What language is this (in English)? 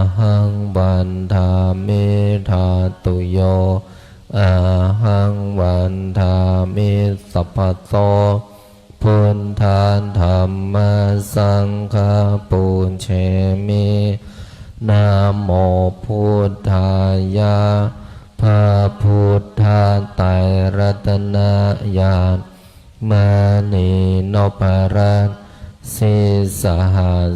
Pali